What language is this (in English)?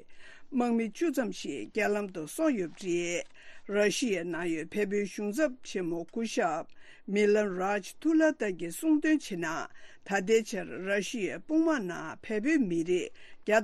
Tibetan